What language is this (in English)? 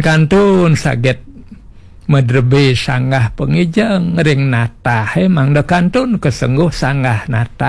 Balinese